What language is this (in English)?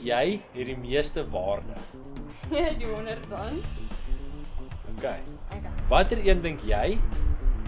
Afrikaans